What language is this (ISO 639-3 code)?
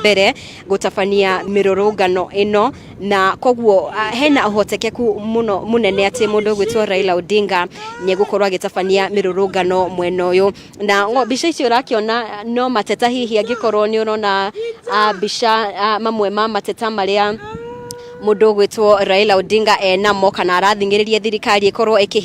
kik